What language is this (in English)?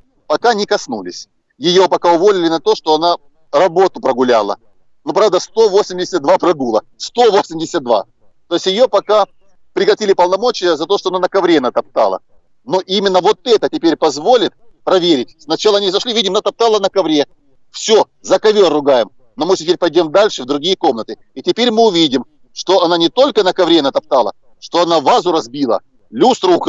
Russian